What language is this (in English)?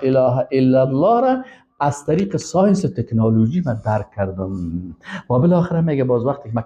Persian